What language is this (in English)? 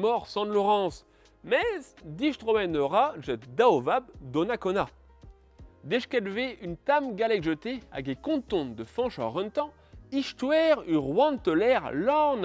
Breton